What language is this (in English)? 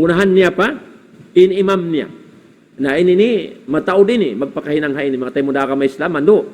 Tausug